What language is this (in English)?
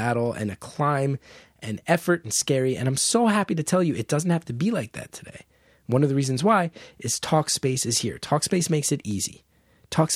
English